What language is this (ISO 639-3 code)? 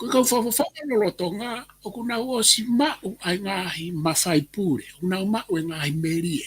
ton